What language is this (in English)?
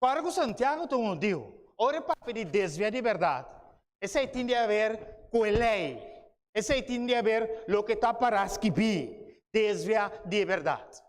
Papiamento